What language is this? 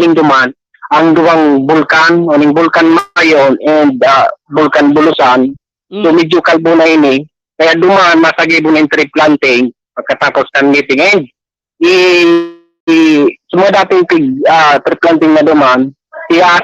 Bikol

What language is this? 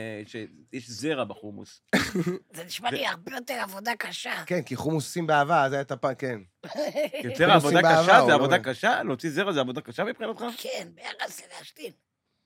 Hebrew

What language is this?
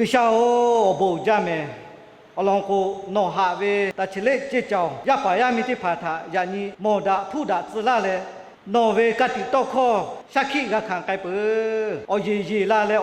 Lahu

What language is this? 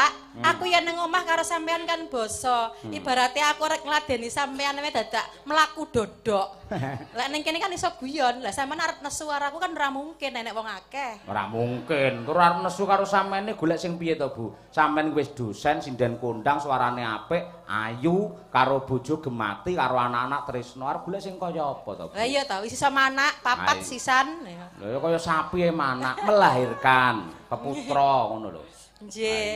Javanese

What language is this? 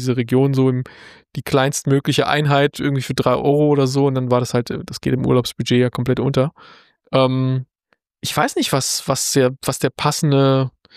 German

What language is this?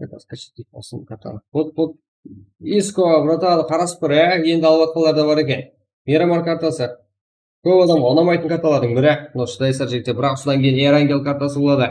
Kara-Kalpak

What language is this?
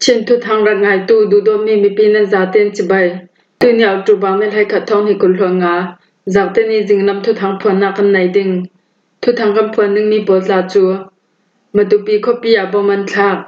Falam Chin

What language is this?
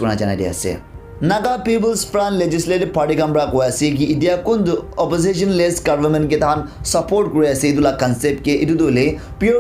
Naga Pidgin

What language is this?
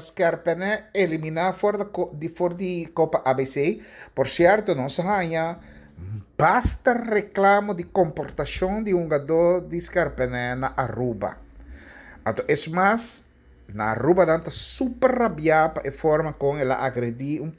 Papiamento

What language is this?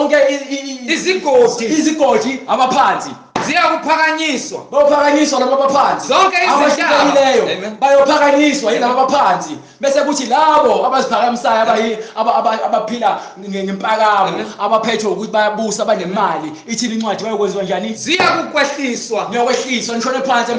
Zulu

